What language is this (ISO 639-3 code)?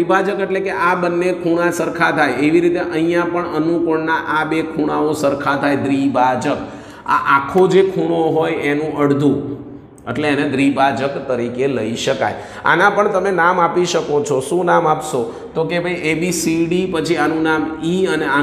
guj